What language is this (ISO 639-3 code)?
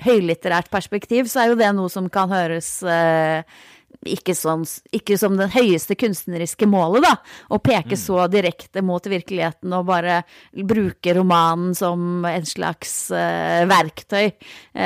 nor